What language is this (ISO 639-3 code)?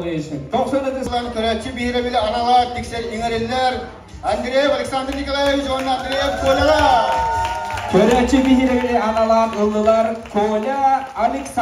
sah